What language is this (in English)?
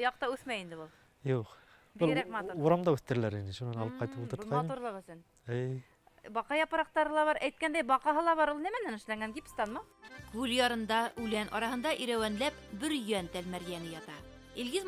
Bashkir